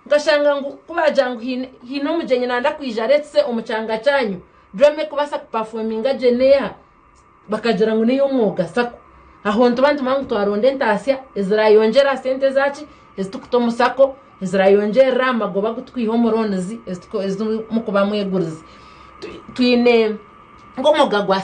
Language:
Nyankole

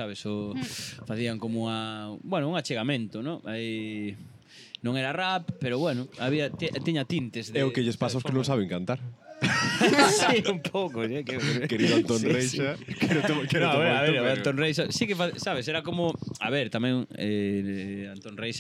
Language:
Galician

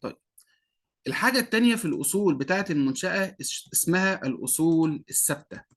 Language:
Egyptian Arabic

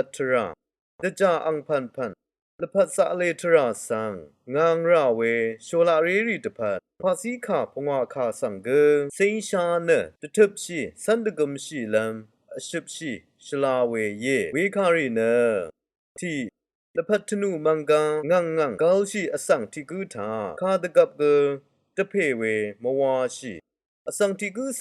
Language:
Rawang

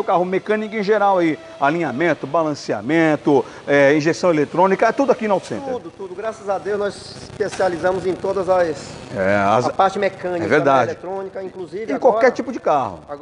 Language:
Portuguese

